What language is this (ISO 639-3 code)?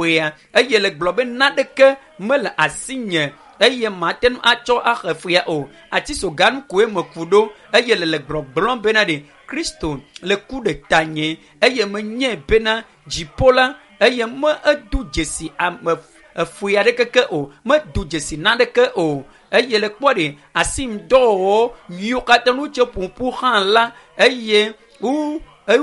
ewe